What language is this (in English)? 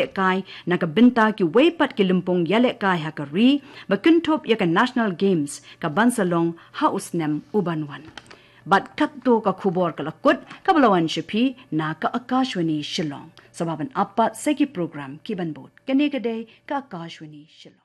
Khasi